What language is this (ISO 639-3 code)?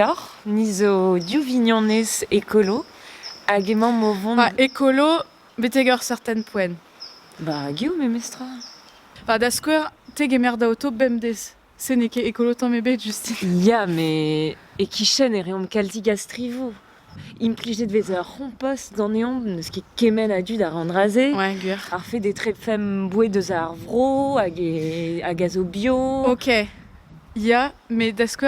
bre